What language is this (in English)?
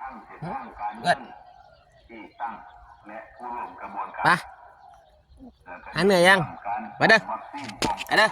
Lao